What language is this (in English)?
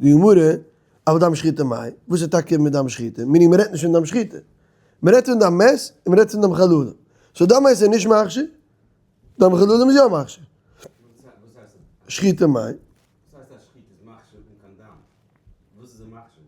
Yiddish